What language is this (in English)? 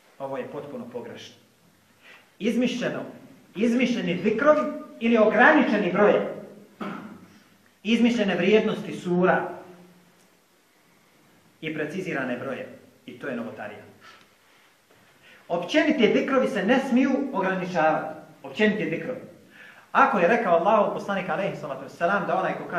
Bosnian